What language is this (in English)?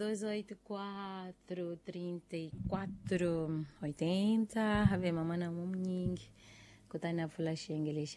Tsonga